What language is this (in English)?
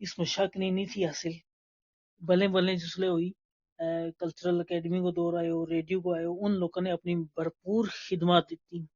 Gujari